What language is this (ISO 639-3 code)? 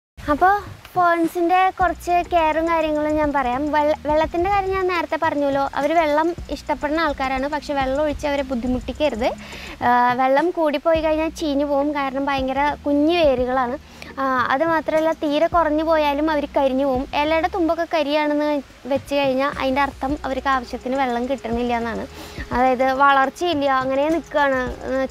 mal